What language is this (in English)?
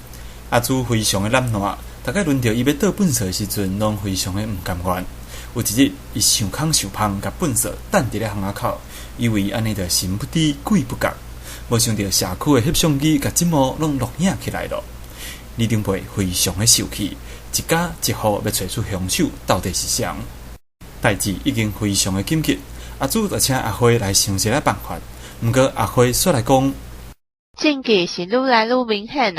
Min Nan Chinese